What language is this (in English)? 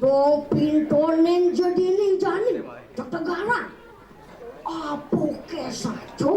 Balinese